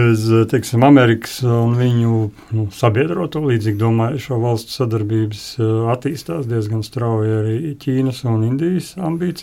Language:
Latvian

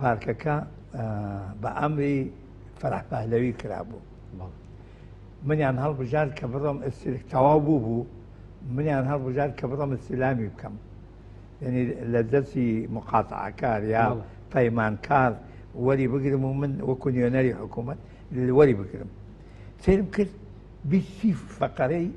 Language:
Central Kurdish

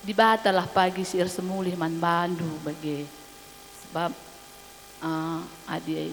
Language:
Batak Karo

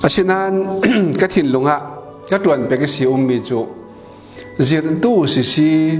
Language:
Falam Chin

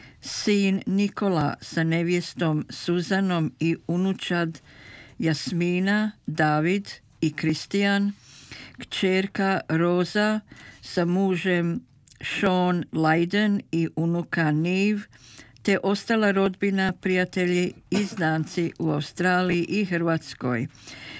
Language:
Croatian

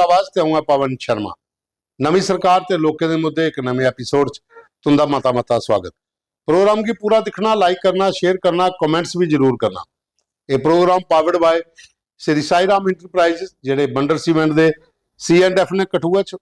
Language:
Dogri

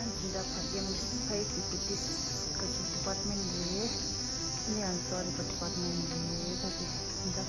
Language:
Tibetan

